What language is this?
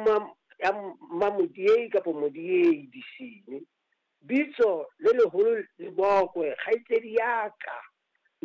Southern Sotho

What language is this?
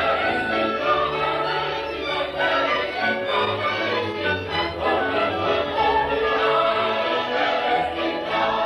Western Frisian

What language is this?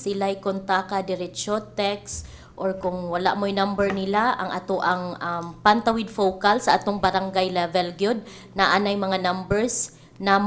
Cebuano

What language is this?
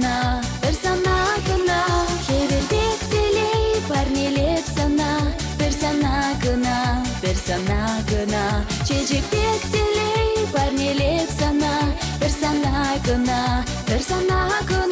Chuvash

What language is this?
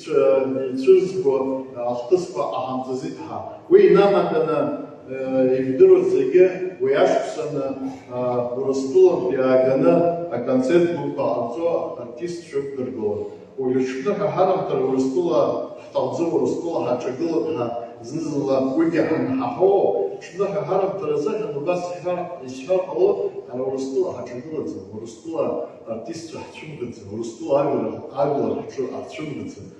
Abkhazian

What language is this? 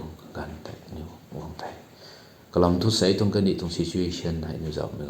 Rongmei Naga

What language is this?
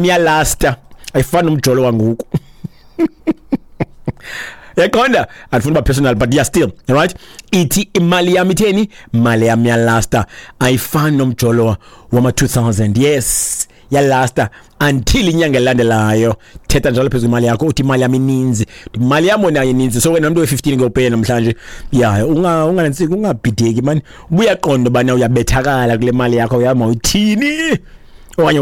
Xhosa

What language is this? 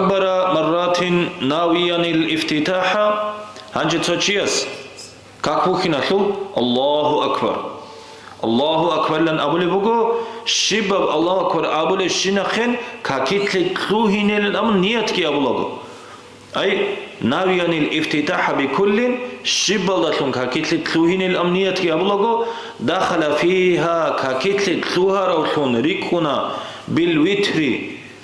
Avaric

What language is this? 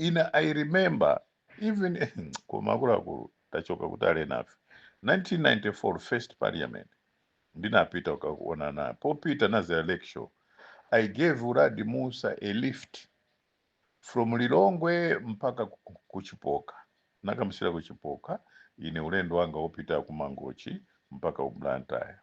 Nyanja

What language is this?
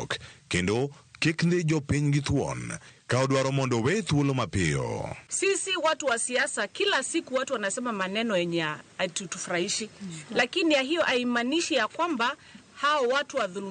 Luo (Kenya and Tanzania)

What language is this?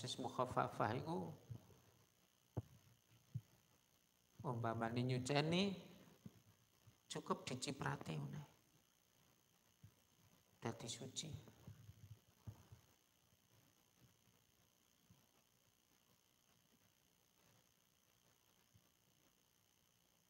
Javanese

